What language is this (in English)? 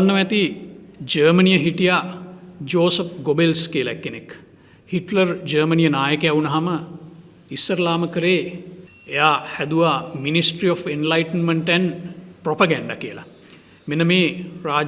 Sinhala